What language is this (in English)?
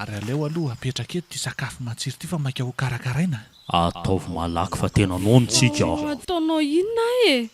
Malagasy